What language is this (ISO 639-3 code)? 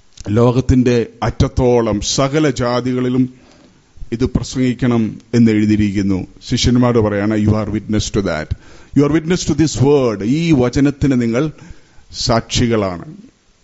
mal